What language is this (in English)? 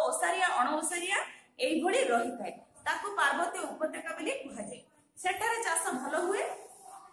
Odia